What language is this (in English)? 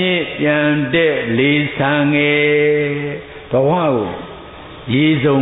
Burmese